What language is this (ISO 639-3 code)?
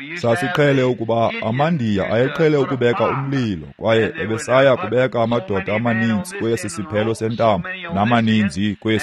xho